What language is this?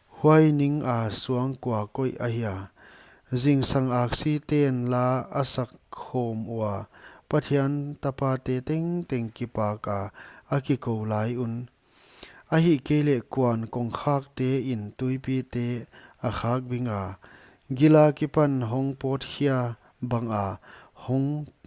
Paite Chin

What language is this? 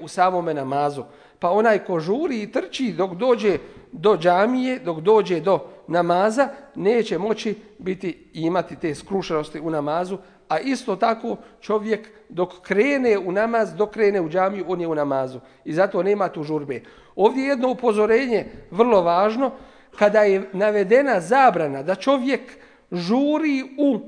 Bosnian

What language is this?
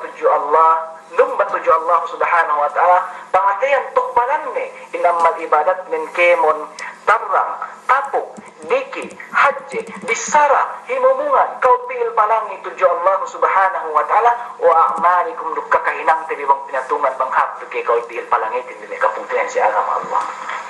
Yakan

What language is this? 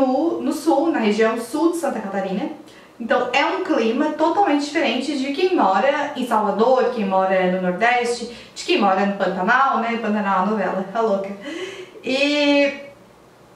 Portuguese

